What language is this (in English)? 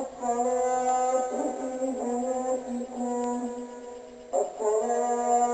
Kabyle